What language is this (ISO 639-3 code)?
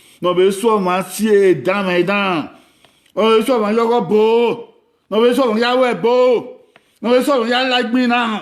bin